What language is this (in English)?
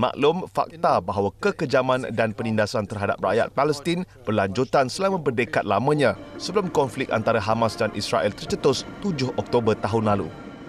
Malay